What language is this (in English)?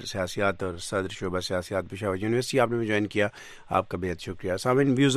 Urdu